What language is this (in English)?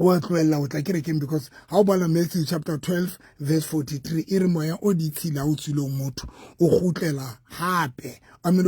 Southern Sotho